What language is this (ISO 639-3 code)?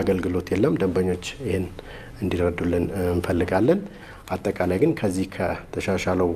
amh